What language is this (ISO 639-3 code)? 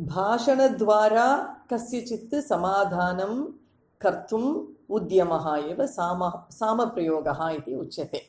san